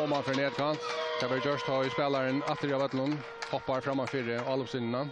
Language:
Faroese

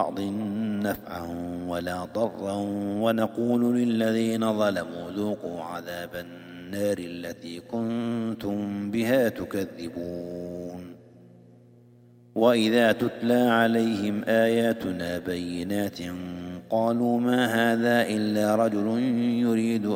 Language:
Arabic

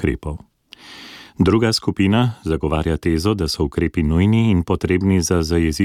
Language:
Slovenian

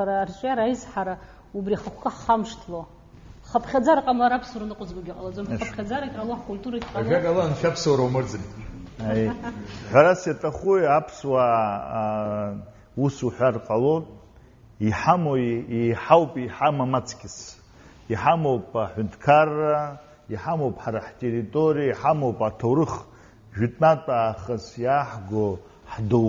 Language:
Abkhazian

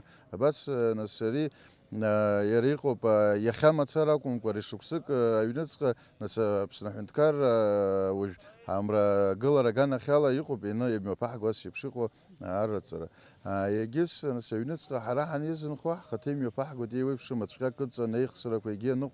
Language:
Abkhazian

